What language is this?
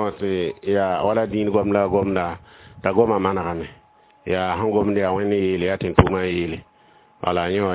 Mossi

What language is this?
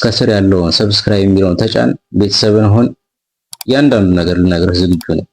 Amharic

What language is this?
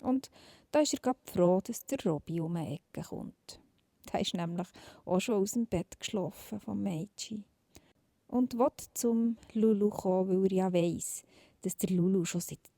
Swiss German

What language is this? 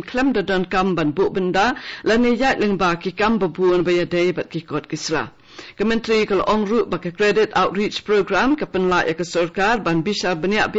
Khasi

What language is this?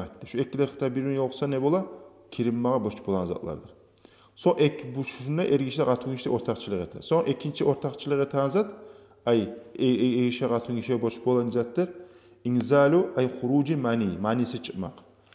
Kumyk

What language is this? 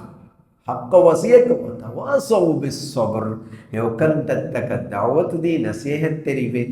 Divehi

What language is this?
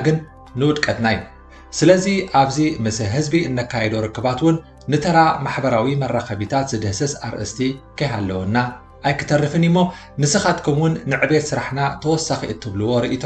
Tigrinya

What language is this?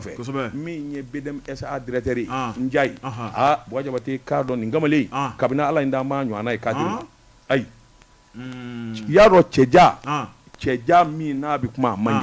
Bambara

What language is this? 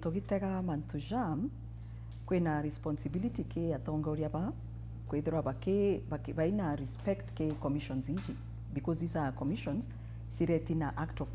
Meru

